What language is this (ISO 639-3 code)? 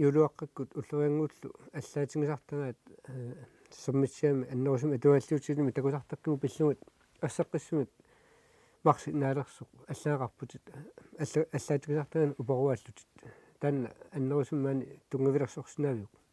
kal